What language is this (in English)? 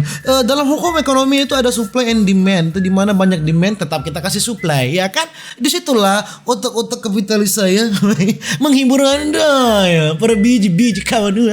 Manado Malay